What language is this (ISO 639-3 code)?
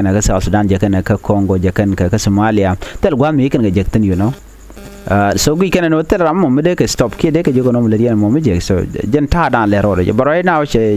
nus